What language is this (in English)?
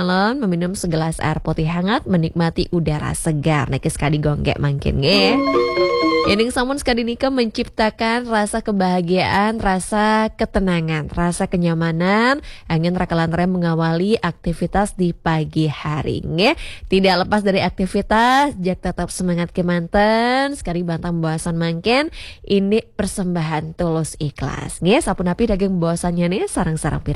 Balinese